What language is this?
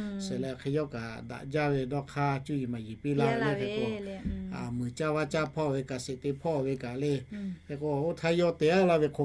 Lahu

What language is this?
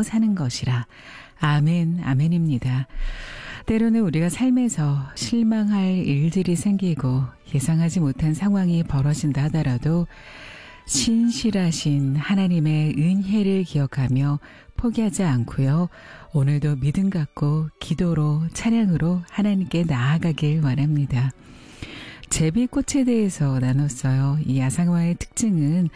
Korean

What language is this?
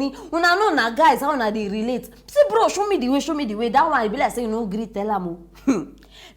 Nigerian Pidgin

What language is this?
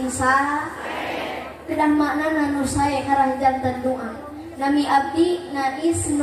Sundanese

